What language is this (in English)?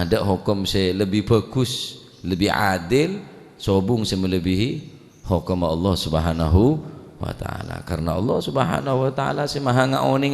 Madurese